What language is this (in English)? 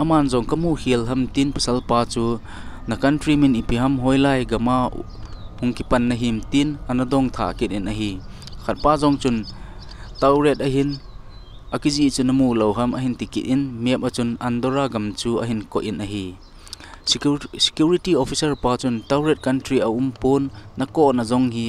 Thado Chin